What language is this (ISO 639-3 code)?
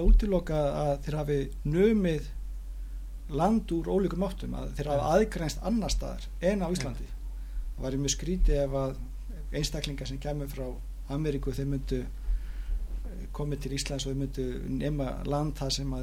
isl